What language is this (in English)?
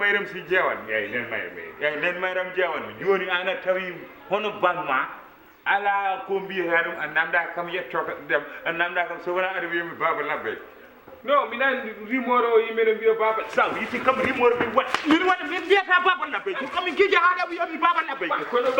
Fula